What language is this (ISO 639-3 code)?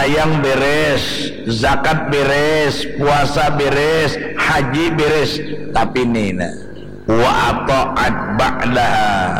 bjn